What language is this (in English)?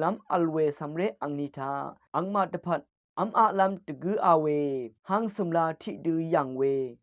Rawang